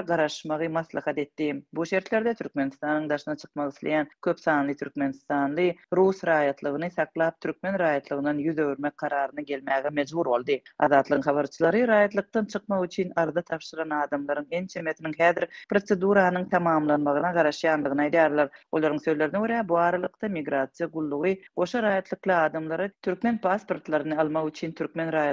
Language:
Turkmen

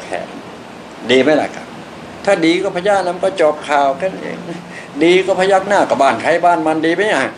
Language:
Thai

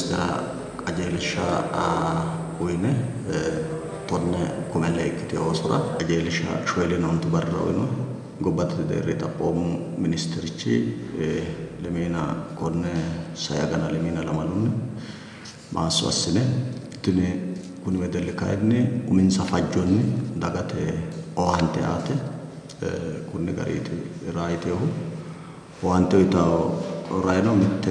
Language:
Sidamo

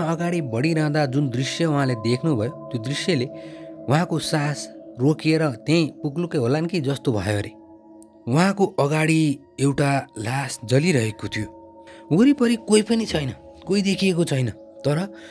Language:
Nepali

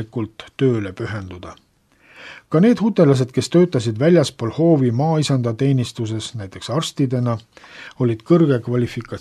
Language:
Estonian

